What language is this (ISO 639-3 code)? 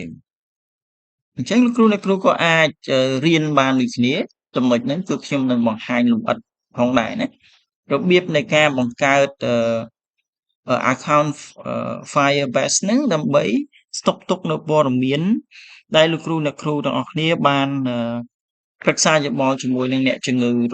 khm